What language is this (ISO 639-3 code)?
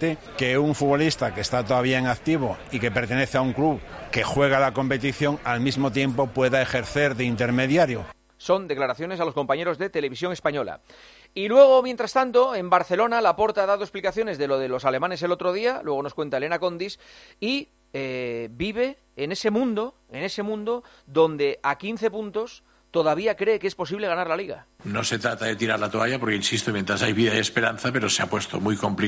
spa